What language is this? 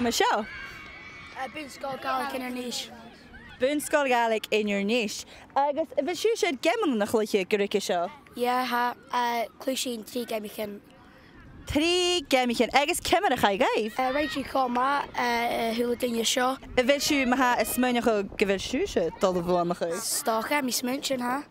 Scottish Gaelic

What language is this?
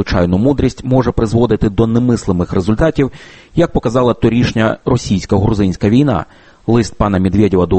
Ukrainian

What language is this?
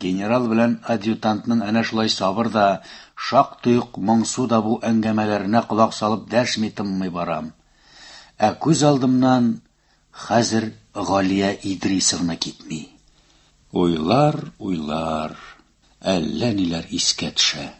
Tatar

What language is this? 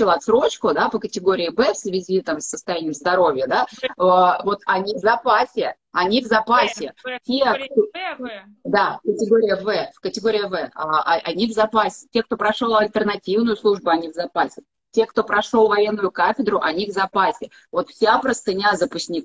Russian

